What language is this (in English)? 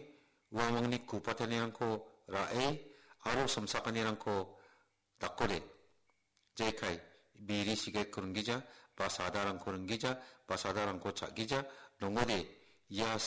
Garo